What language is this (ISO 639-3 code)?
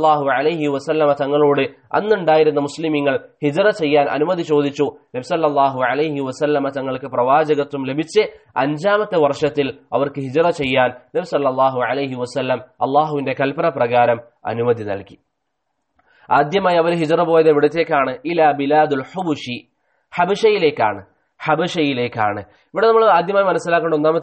mal